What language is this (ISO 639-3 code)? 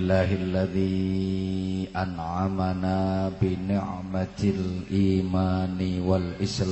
jav